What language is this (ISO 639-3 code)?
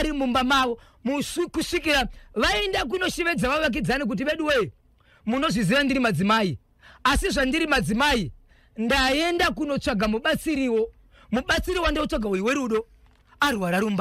sna